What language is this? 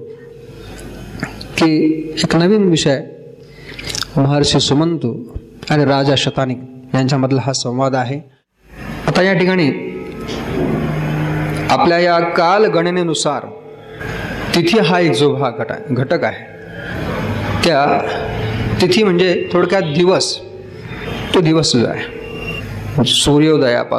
Marathi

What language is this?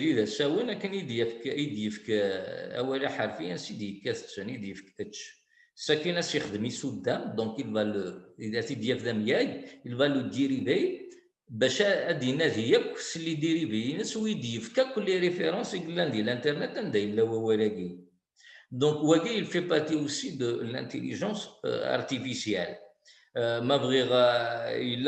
Kabyle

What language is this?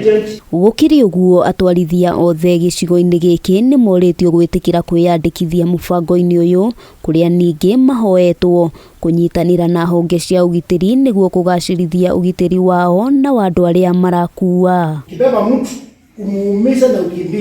Kikuyu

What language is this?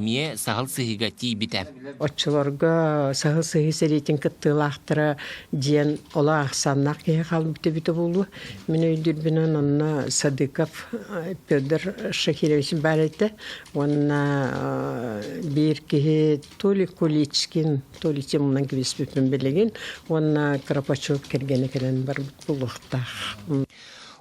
Yakut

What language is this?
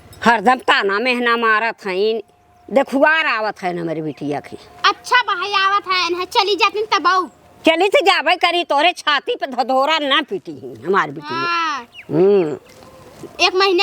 Awadhi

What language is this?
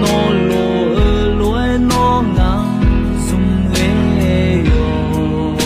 Akha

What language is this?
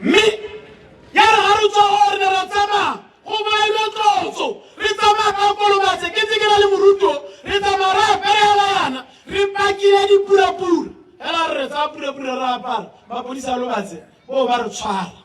Tswana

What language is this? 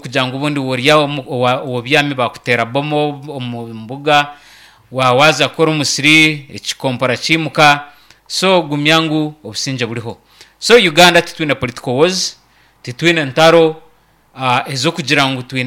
Nyankole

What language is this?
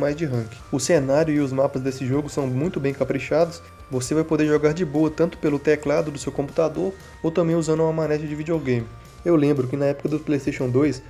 Portuguese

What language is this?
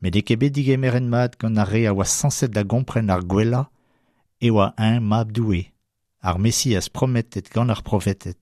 Breton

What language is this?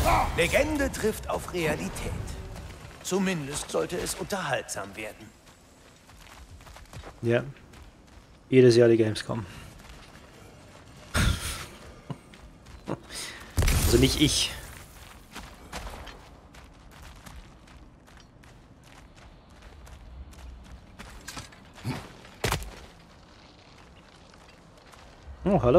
German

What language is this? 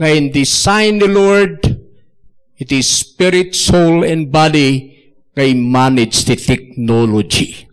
Iloko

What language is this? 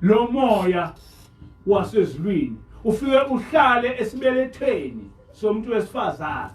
Zulu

